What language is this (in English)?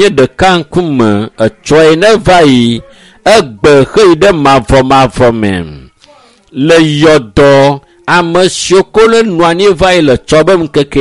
Ewe